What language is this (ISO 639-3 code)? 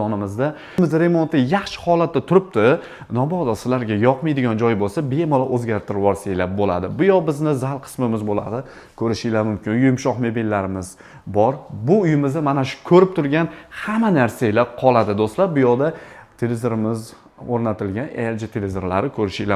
uzb